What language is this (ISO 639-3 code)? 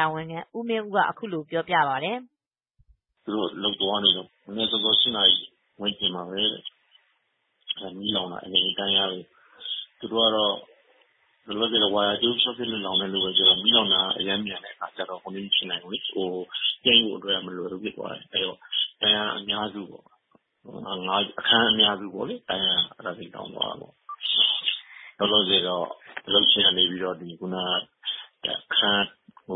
mya